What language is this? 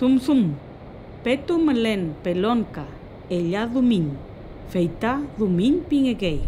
Mapuche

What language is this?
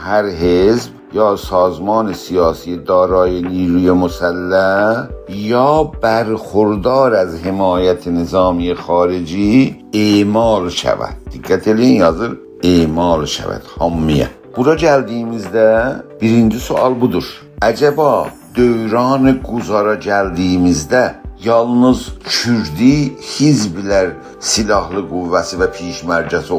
South Azerbaijani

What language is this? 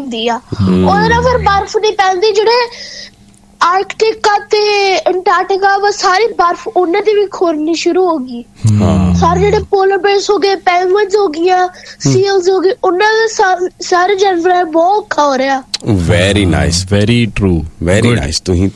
Punjabi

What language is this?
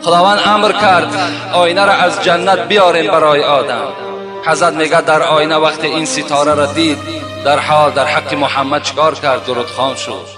Tajik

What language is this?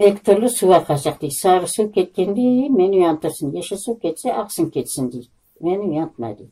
Crimean Tatar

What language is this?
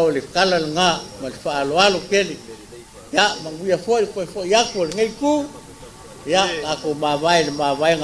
Samoan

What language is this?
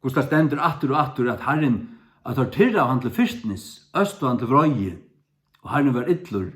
Faroese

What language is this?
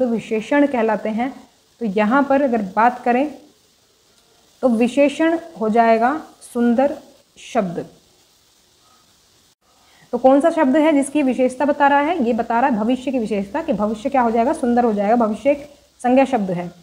Hindi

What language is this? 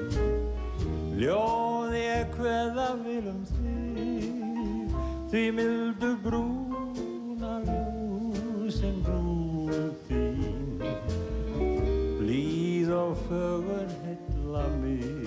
Icelandic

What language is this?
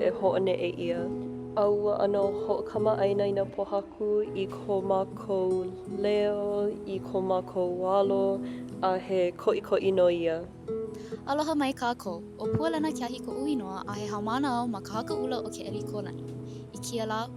Hawaiian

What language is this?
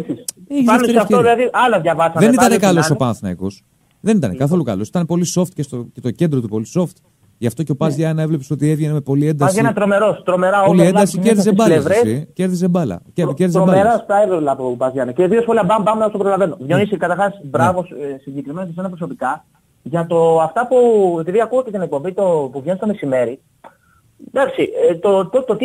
Greek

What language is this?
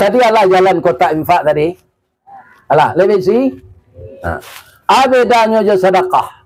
Minangkabau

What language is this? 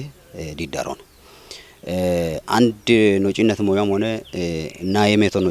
Kafa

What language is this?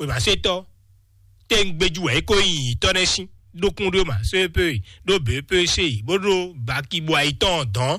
Fon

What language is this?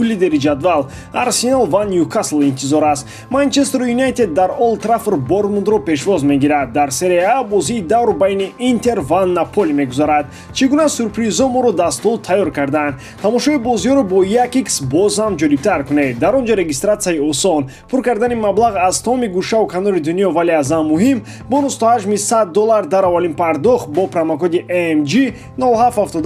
Tajik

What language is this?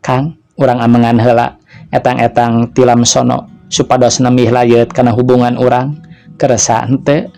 Sundanese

